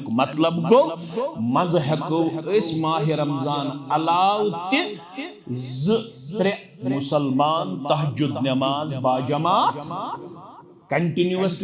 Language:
Kashmiri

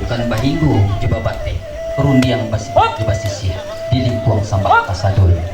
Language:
Minangkabau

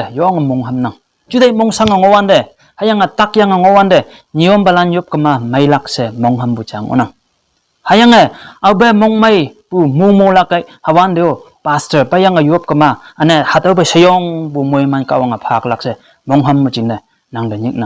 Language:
Konyak Naga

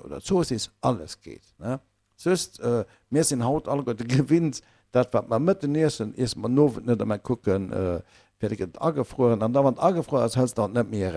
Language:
Luxembourgish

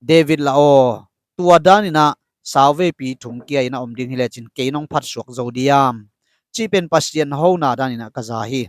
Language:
Tedim Chin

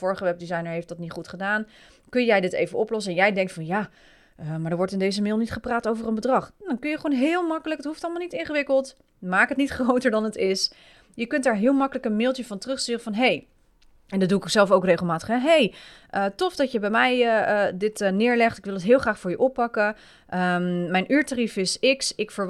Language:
Dutch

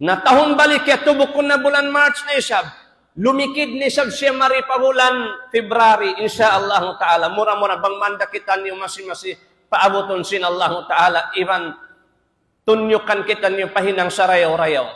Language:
Tausug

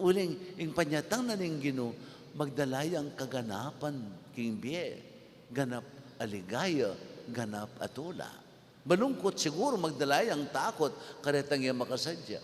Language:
Pampanga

